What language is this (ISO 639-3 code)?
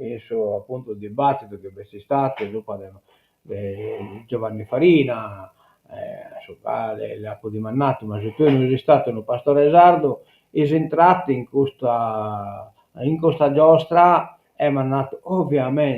srd